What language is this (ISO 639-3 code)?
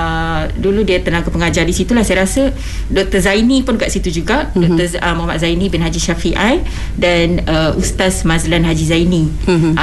msa